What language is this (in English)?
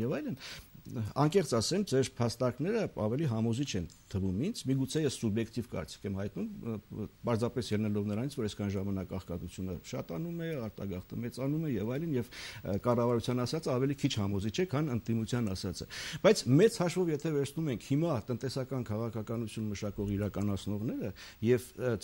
Armenian